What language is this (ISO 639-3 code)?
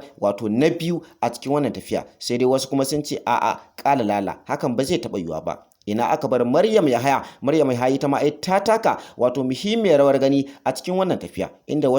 hau